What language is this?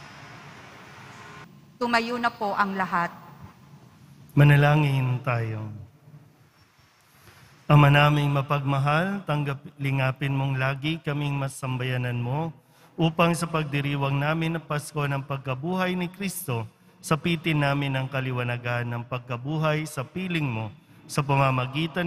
Filipino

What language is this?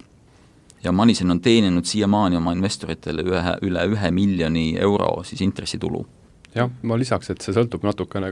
Estonian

